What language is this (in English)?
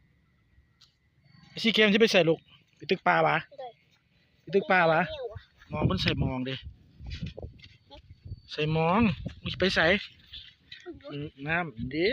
Lao